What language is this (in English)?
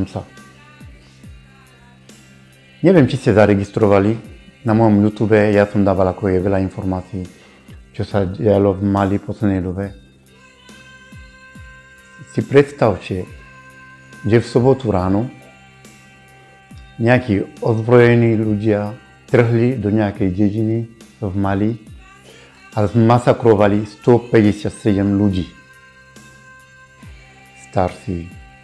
Slovak